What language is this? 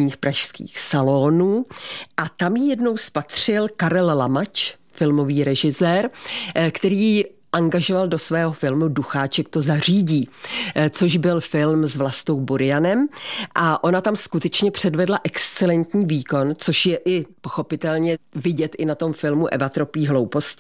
Czech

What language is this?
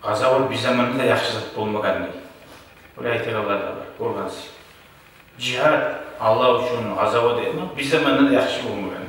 Kumyk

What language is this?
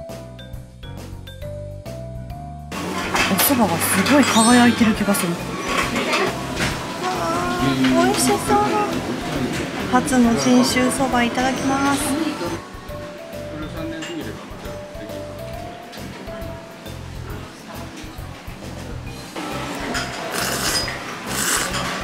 Japanese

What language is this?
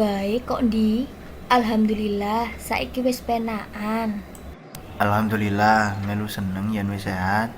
Javanese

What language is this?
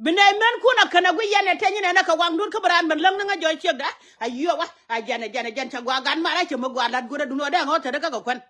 Nuer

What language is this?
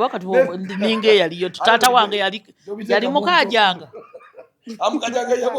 Ganda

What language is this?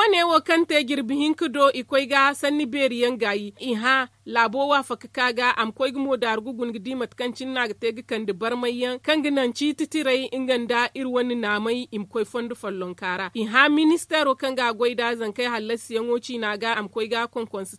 Zarma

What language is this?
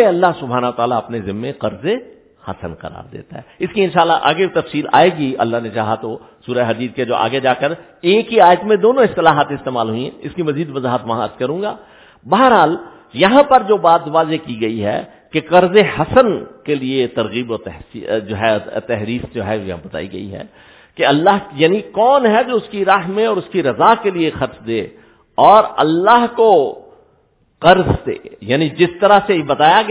Urdu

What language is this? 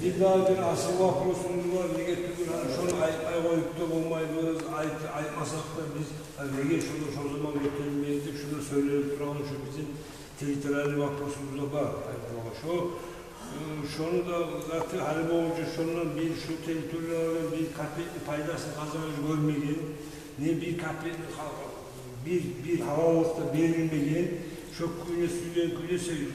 Kumyk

